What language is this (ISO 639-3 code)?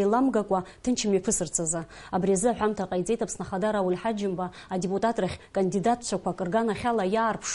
abk